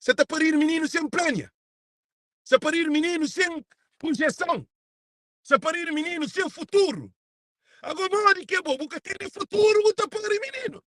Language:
Kabuverdianu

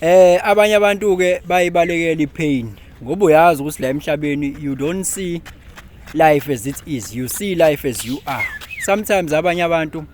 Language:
Zulu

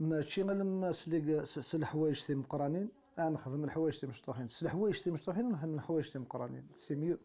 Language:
Kabyle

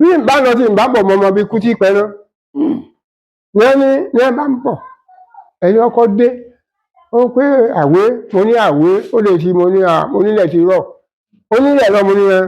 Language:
Yoruba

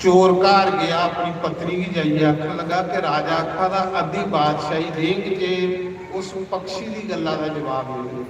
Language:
Dogri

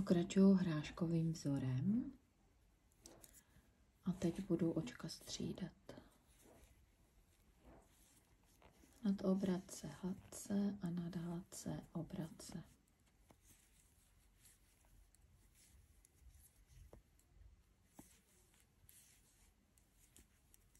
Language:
Czech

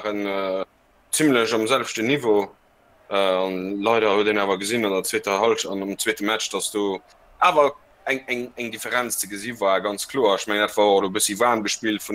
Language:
Luxembourgish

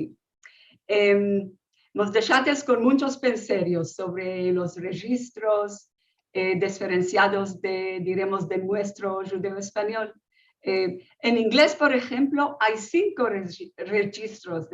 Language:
Ladino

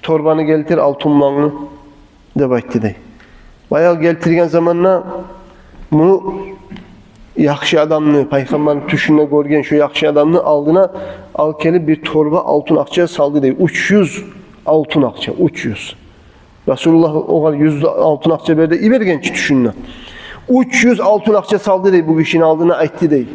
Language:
Kumyk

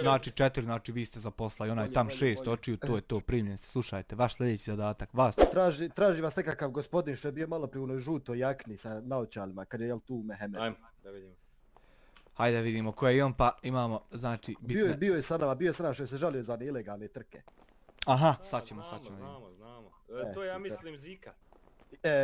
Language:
Bosnian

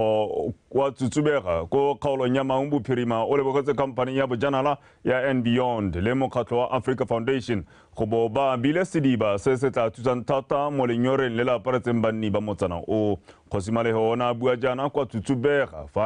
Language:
Tswana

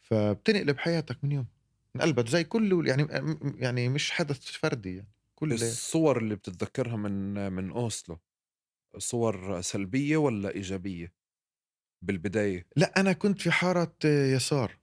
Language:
North Levantine Arabic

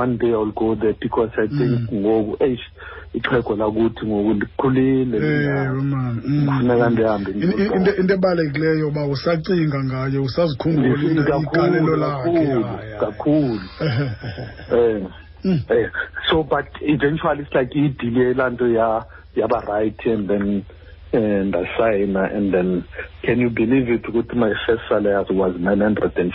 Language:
Xhosa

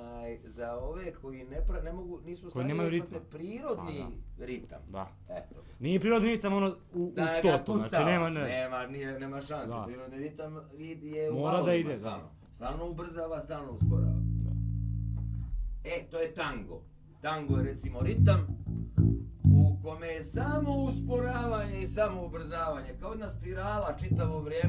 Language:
Bosnian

